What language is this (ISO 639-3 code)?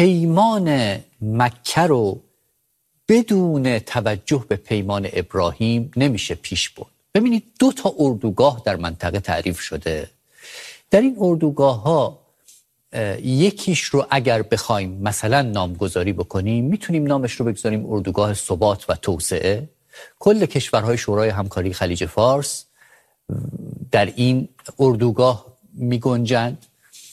fas